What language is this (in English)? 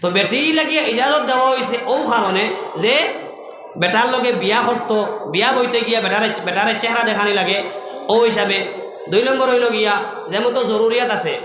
Sylheti